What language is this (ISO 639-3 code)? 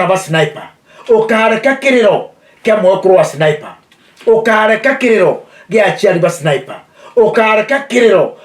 mer